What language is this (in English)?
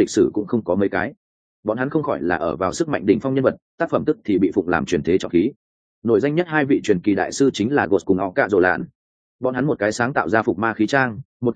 Vietnamese